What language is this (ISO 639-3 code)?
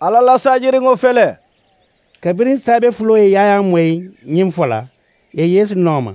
man